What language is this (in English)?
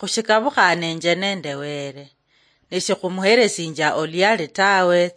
Luyia